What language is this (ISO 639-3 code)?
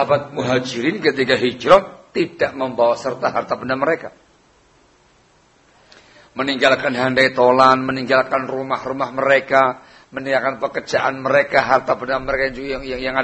ind